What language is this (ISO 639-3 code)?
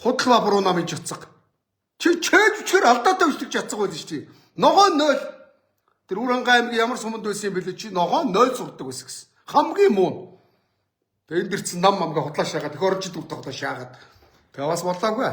mon